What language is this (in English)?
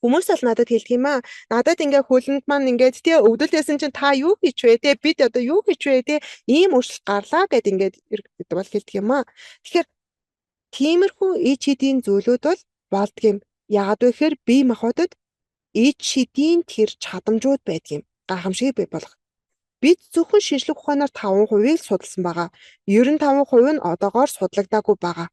Mongolian